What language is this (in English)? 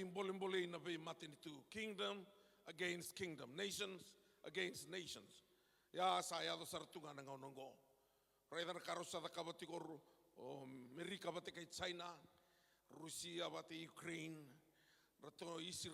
Fijian